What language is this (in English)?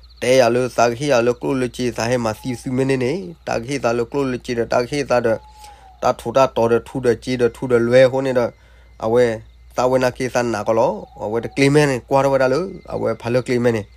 S'gaw Karen